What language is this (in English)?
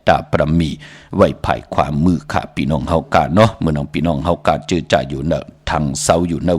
Shan